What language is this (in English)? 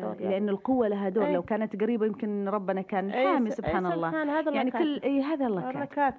Najdi Arabic